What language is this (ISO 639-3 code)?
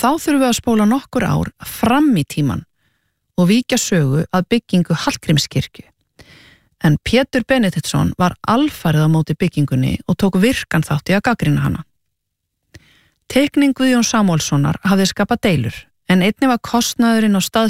isl